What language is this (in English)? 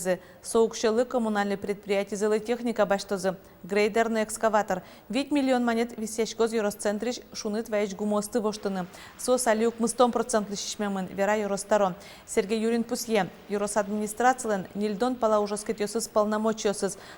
Udmurt